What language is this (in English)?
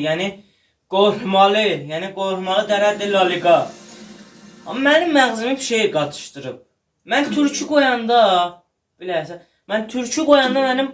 South Azerbaijani